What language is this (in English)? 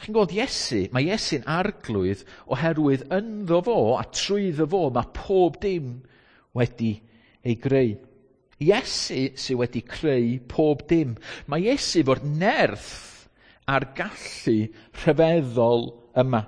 Welsh